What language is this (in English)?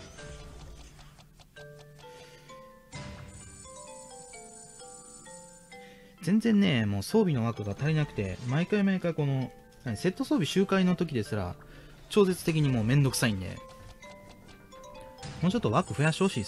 Japanese